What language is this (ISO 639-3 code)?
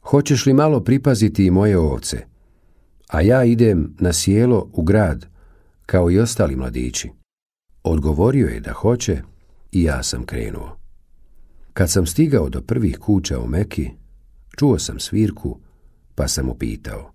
bos